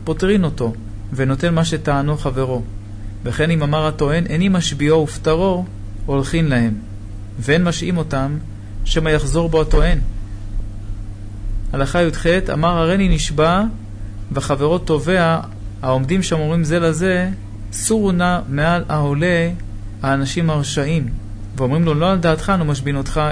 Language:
Hebrew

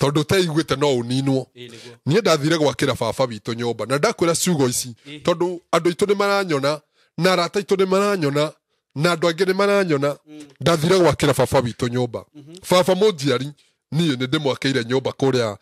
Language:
Kikuyu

